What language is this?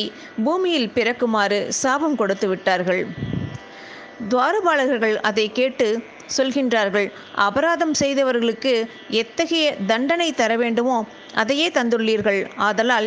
Tamil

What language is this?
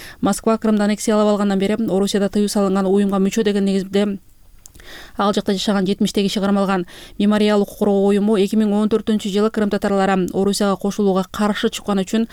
Kyrgyz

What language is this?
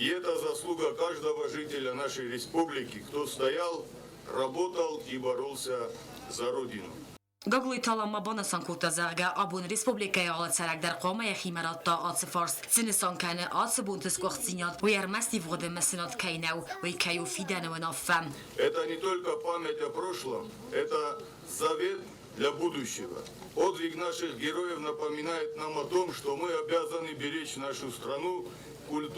Ossetic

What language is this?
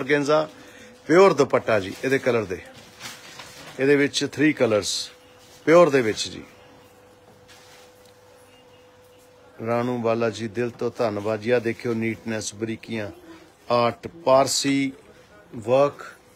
Punjabi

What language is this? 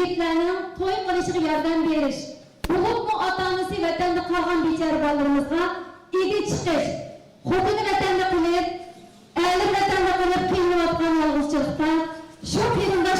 Uyghur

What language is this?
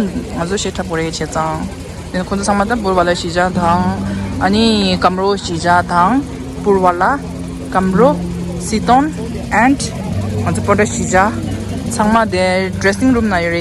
Tibetan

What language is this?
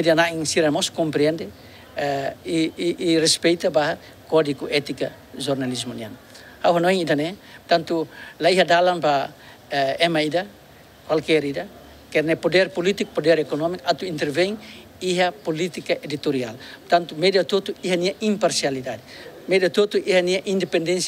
Tetum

